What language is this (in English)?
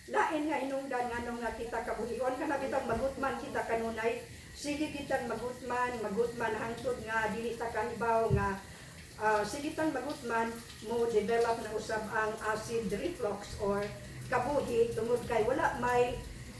Cebuano